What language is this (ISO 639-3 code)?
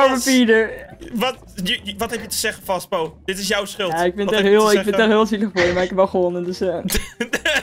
nld